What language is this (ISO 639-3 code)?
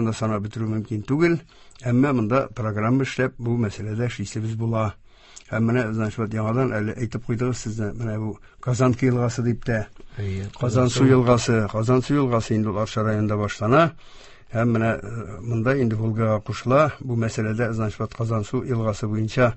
tat